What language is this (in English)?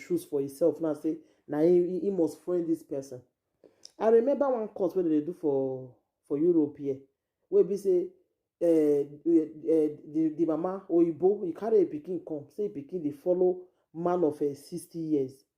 Nigerian Pidgin